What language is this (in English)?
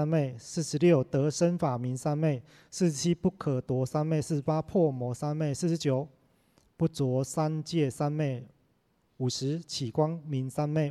Chinese